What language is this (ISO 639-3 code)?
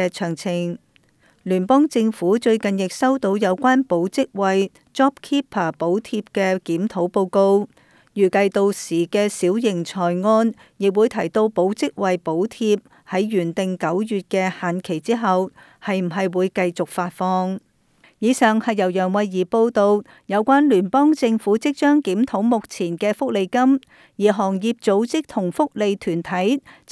yue